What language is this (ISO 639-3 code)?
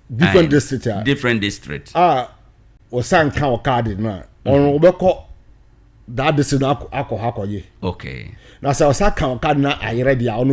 aka